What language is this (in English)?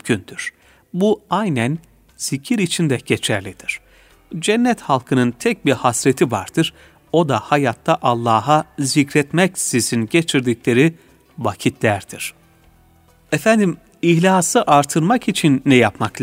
Turkish